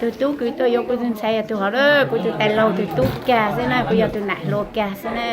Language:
Hmong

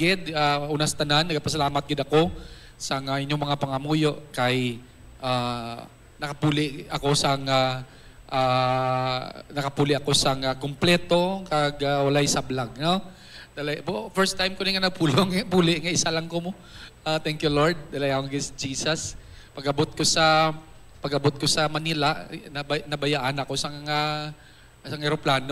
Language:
Hiligaynon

